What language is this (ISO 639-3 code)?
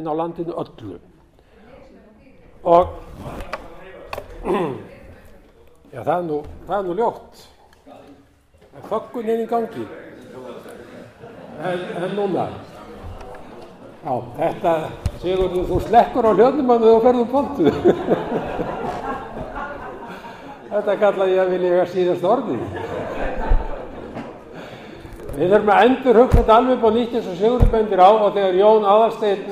isl